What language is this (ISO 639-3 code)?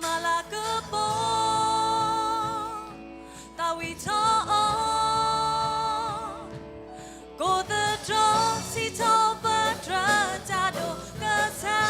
ksw